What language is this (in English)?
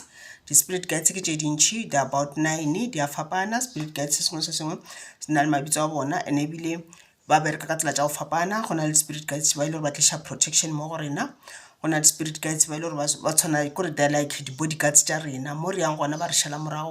Northern Sotho